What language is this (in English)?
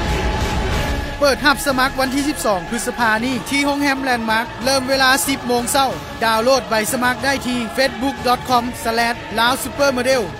Lao